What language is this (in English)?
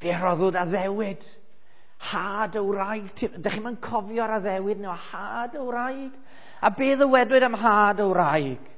Welsh